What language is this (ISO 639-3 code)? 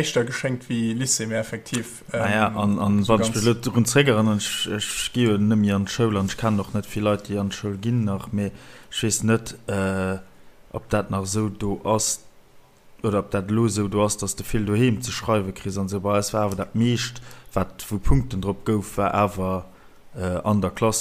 ltz